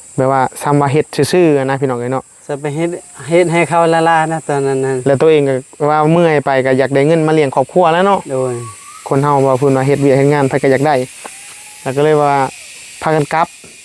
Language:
Northeastern Thai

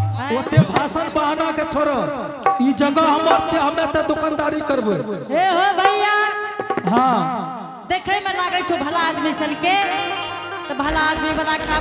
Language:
Angika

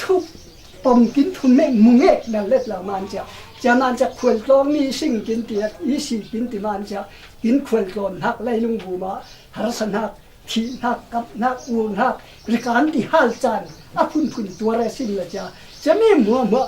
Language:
Falam Chin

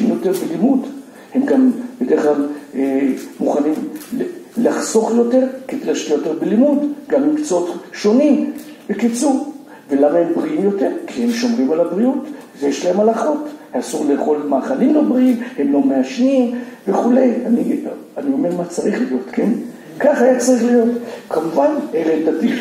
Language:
Hebrew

